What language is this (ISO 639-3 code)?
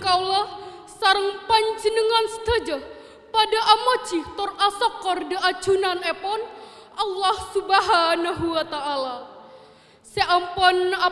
mad